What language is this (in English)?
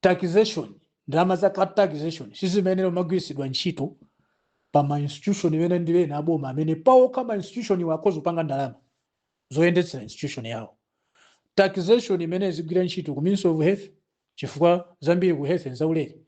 Nyanja